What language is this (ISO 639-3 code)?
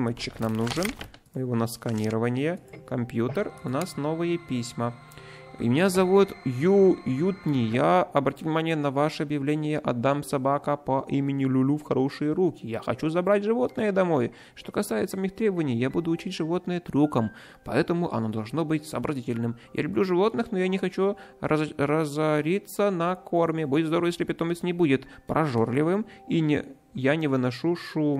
rus